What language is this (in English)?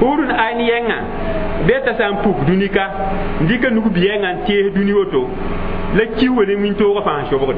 Mossi